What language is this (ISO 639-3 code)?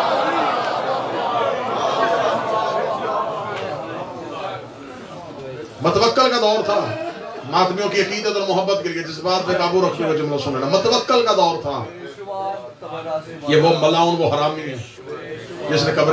urd